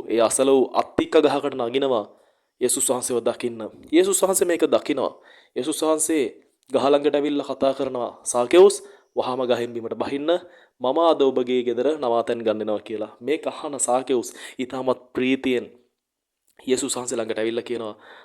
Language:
Sinhala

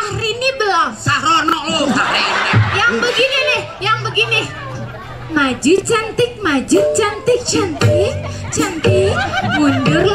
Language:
Betawi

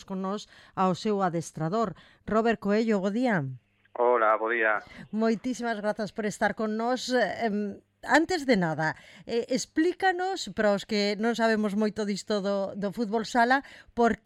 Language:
Galician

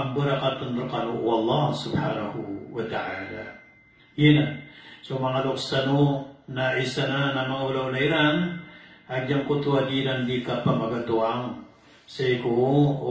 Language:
Maranao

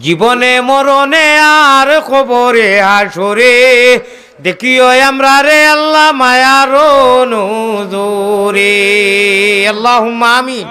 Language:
Sylheti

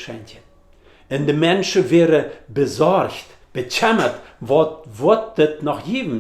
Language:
Plautdietsch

